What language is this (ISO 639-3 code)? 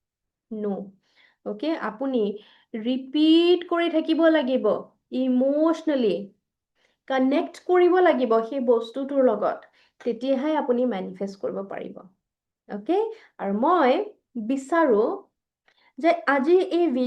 asm